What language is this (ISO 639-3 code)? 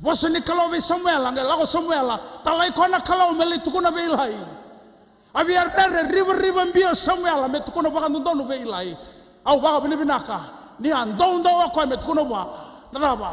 fij